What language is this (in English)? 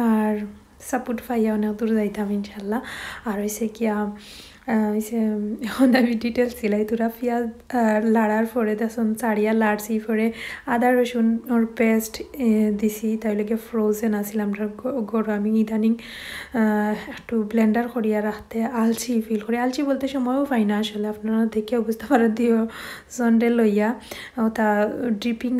Sylheti